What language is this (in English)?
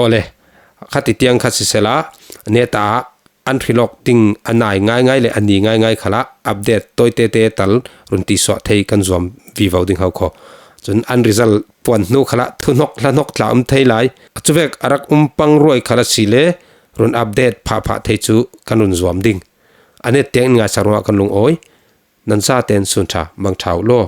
Falam Chin